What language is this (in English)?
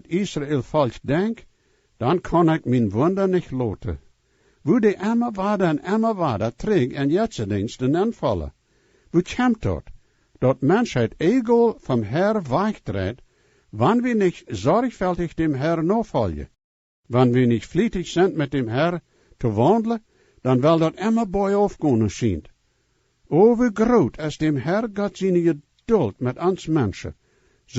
Plautdietsch